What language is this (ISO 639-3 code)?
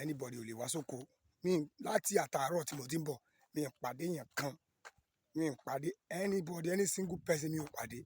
yor